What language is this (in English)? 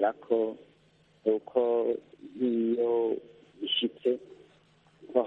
Kinyarwanda